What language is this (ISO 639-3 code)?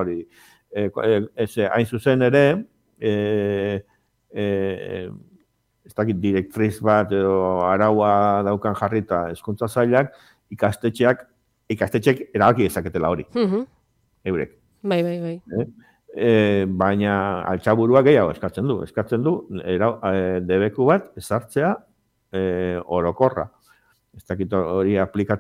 eus